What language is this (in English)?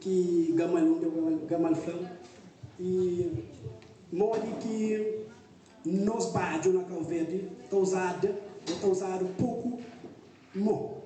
Kabuverdianu